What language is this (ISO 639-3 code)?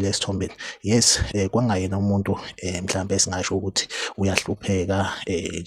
zul